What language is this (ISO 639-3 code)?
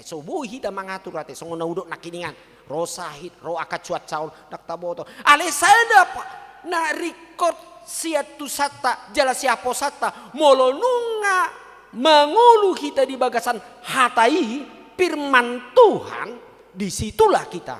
bbc